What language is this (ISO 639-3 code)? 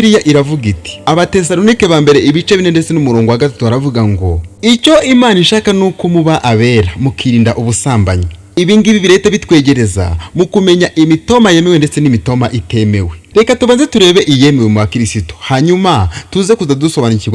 kin